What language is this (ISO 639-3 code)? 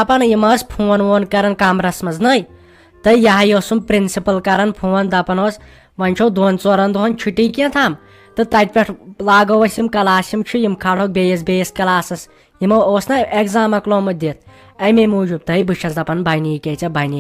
kas